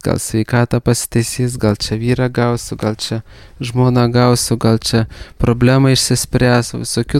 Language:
Lithuanian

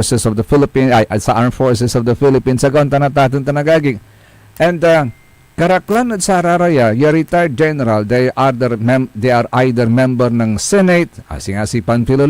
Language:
Pangasinan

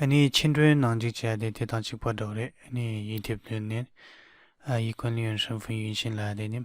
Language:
Tibetan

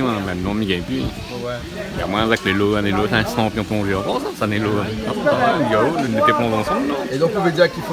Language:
Réunion Creole French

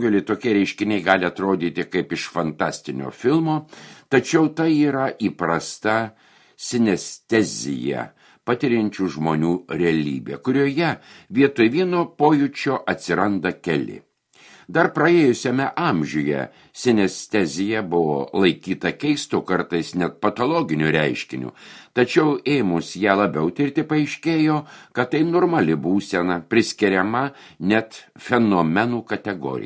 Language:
Lithuanian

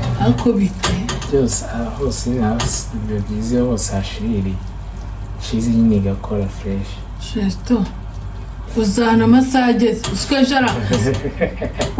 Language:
Kinyarwanda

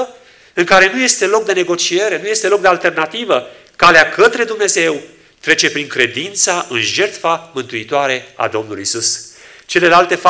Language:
Romanian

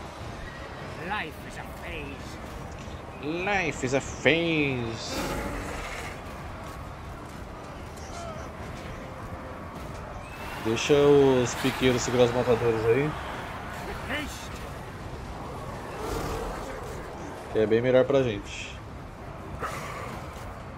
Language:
Portuguese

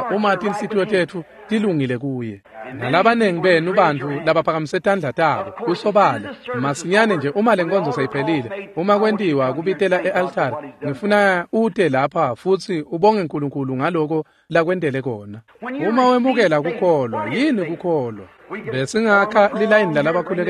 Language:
Swati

